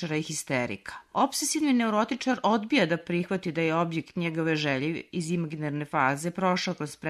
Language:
Serbian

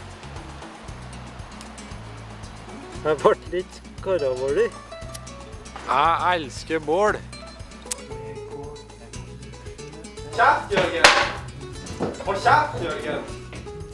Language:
Norwegian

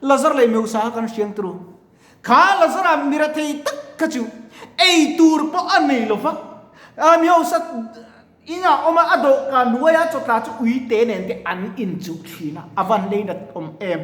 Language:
Mizo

